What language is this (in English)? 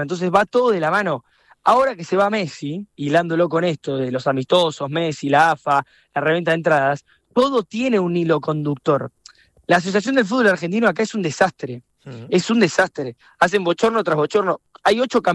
Spanish